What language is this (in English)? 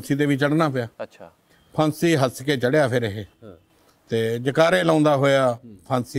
Punjabi